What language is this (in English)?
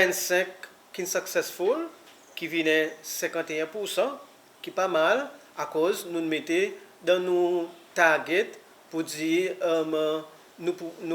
Seselwa Creole French